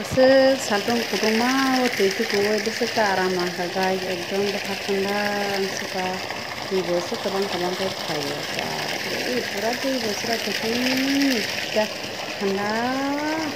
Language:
Kok Borok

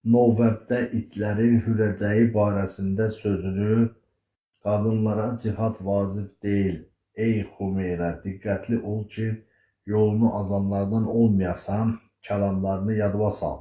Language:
Azerbaijani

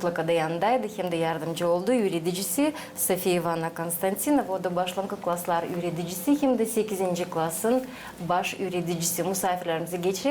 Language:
Gagauz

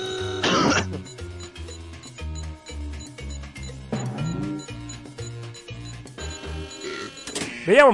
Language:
Italian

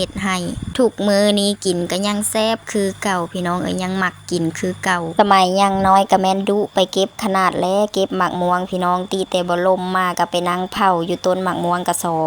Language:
Northeastern Thai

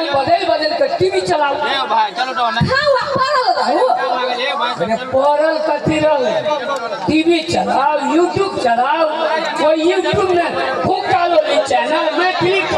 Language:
Maithili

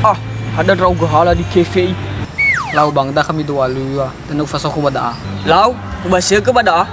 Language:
Nias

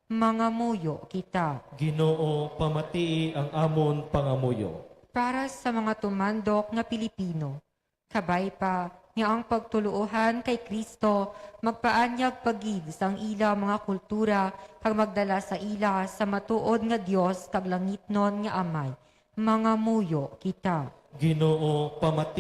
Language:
Hiligaynon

